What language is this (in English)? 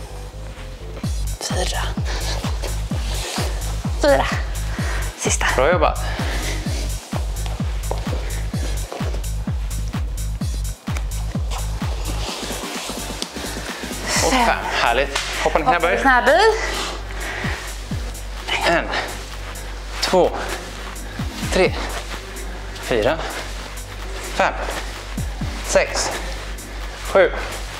Swedish